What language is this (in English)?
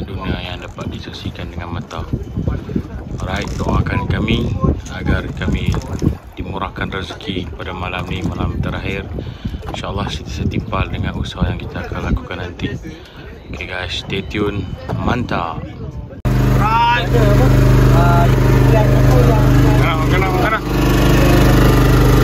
Malay